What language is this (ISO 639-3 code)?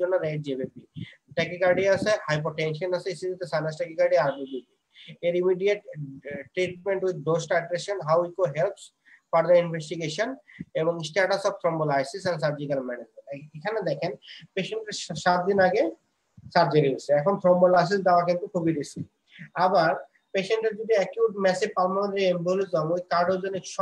ben